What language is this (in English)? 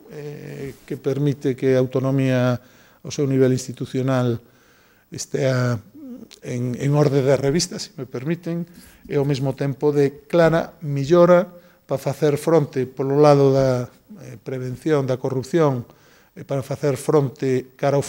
Galician